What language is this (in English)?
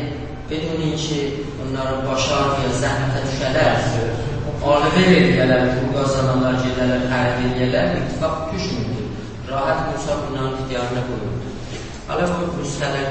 South Azerbaijani